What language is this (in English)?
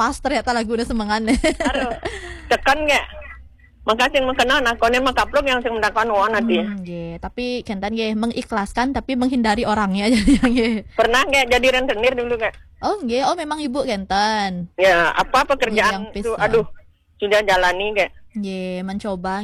Balinese